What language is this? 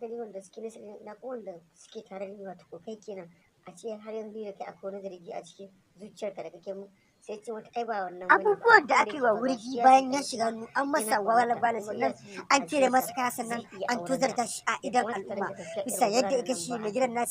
Hausa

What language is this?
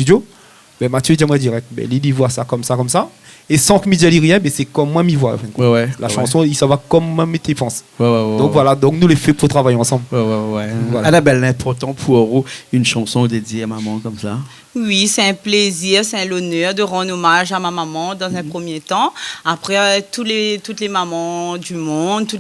Réunion Creole French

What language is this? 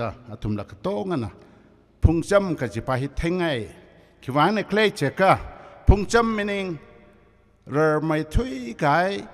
Tangkhul Naga (India)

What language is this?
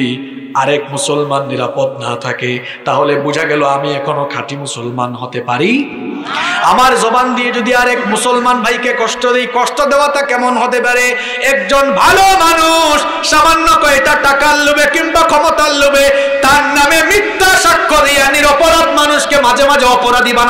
Bangla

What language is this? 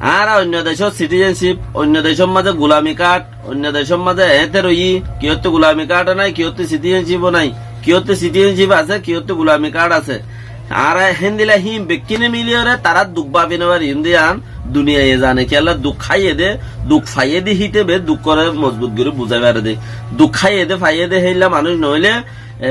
Rohingya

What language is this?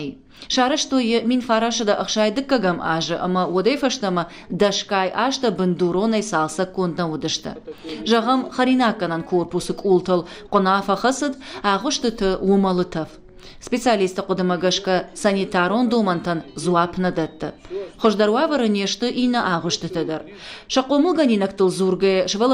Ossetic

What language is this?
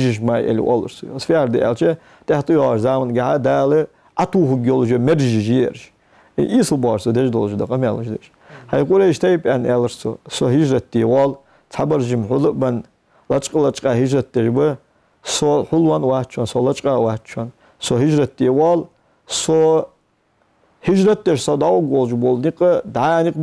Ingush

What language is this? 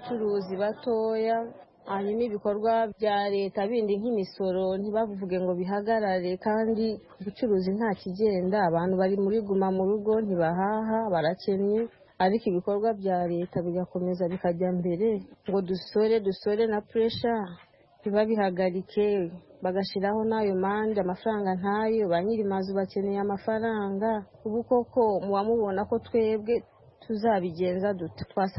Kinyarwanda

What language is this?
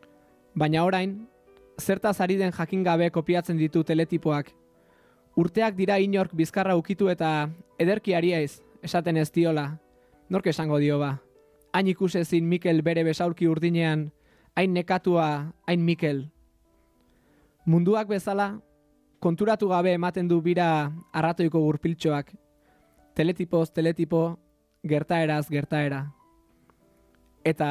Basque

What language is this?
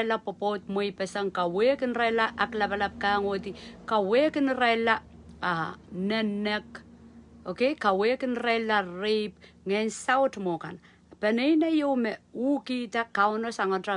Pohnpeian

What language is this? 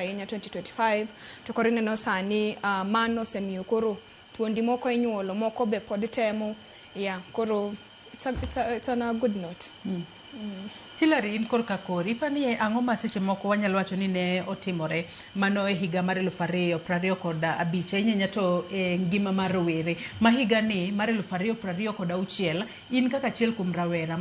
Luo (Kenya and Tanzania)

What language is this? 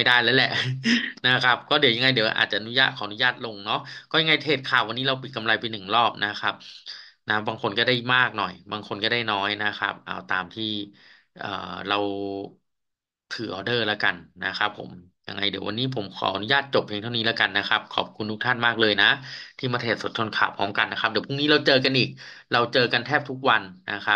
Thai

